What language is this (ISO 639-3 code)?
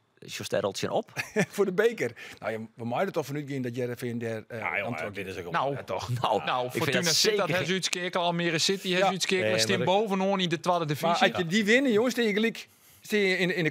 fry